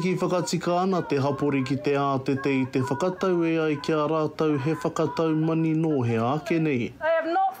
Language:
Māori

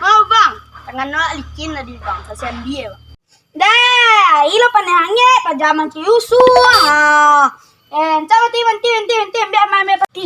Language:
Minangkabau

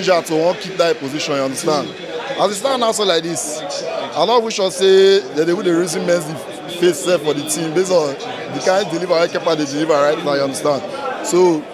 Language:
Nigerian Pidgin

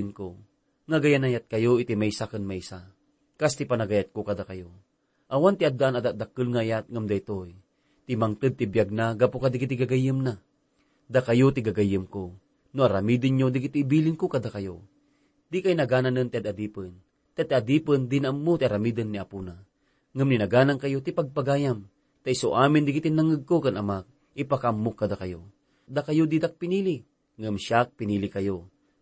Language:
Iloko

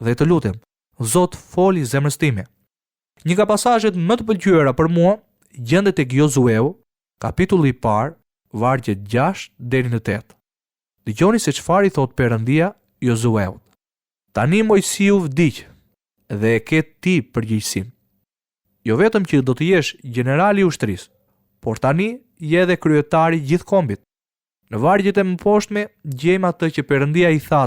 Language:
Albanian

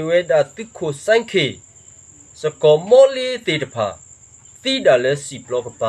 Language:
S'gaw Karen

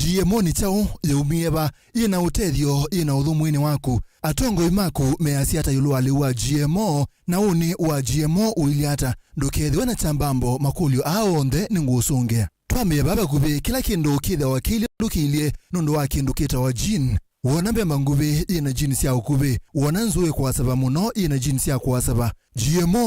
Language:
Kamba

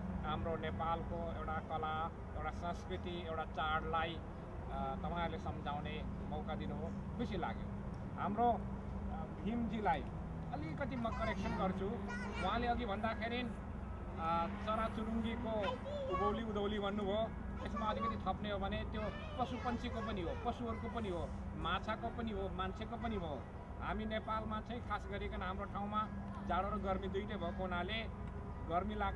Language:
Nepali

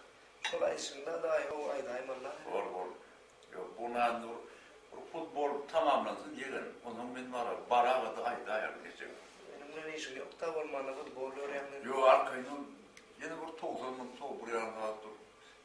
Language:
Turkmen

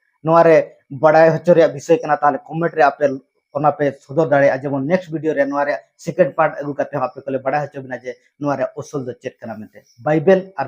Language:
Santali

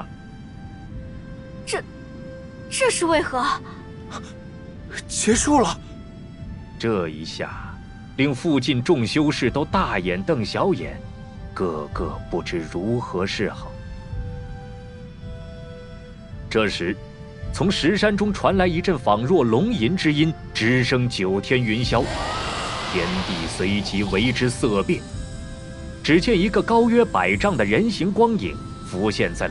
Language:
Chinese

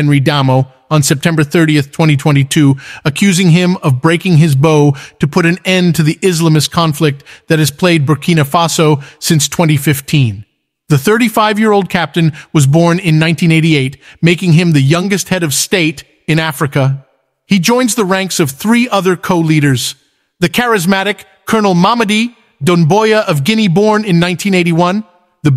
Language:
English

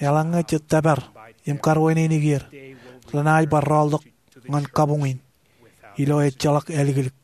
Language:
Marshallese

